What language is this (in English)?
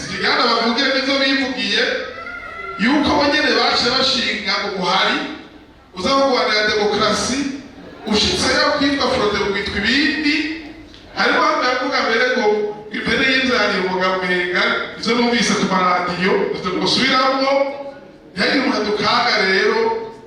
Rundi